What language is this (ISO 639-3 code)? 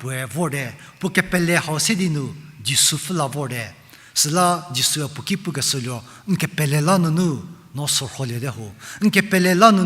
njm